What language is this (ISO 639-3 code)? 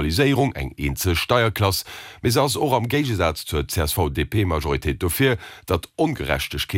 ltz